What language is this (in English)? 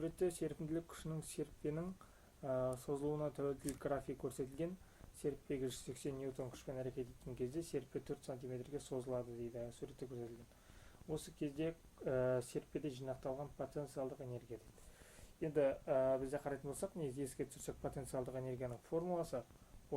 Kazakh